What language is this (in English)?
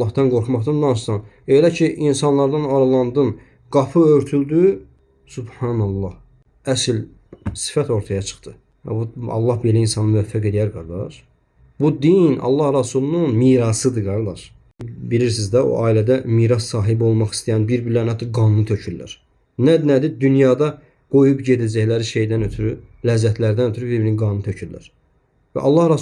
Azerbaijani